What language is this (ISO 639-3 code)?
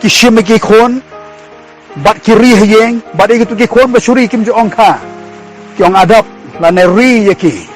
kha